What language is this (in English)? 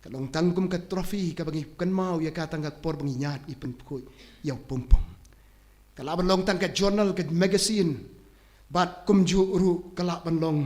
Khasi